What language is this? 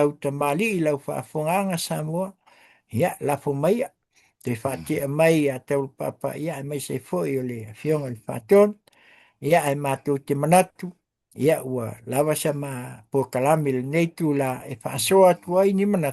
Samoan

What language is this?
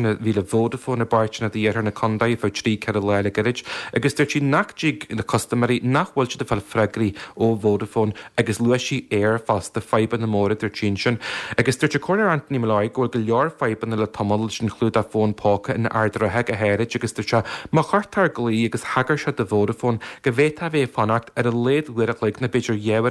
Irish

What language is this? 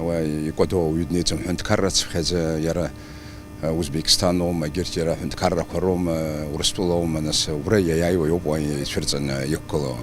Abkhazian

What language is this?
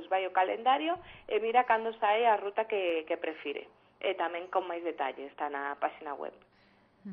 Galician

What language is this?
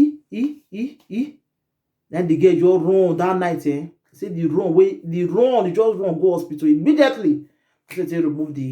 Nigerian Pidgin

